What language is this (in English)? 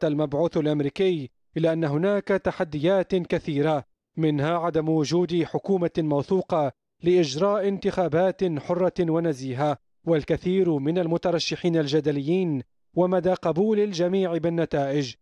Arabic